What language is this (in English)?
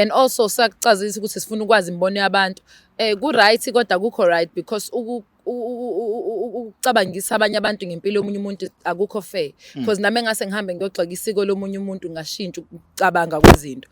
Zulu